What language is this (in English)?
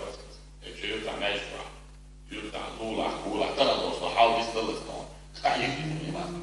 Chechen